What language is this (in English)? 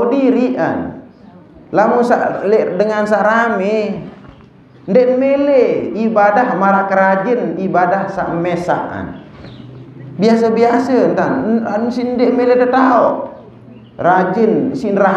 Sasak